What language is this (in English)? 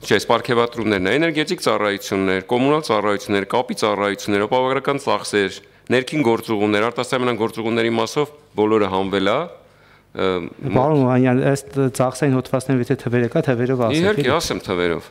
Armenian